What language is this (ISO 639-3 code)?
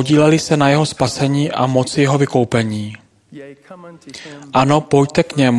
ces